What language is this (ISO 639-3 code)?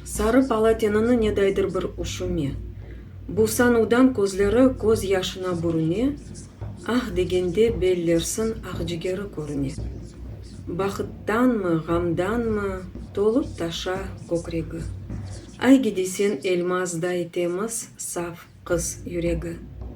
crh